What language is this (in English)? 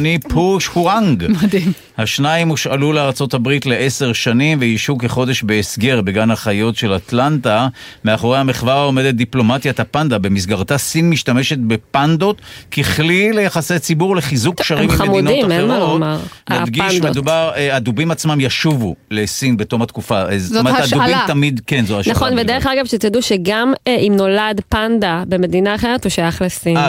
Hebrew